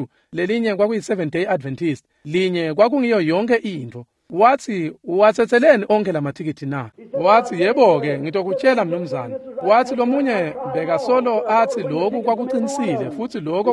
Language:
Swati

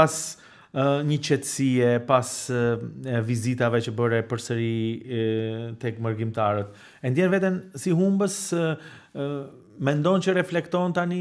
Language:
Albanian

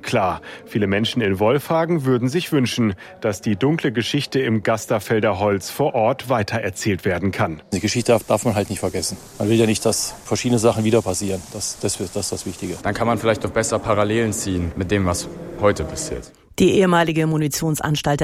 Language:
German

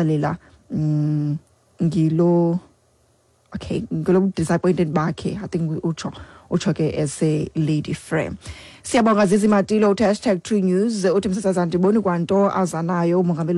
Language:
Xhosa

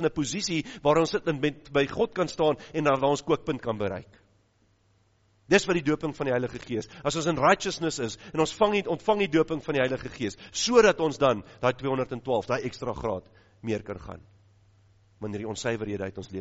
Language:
Afrikaans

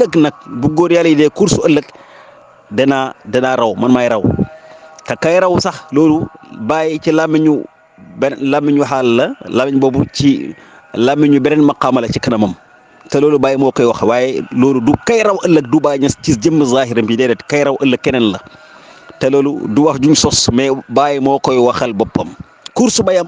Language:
Wolof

